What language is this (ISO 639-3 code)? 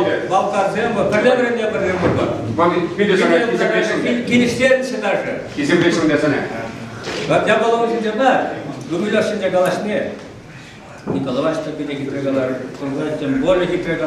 chv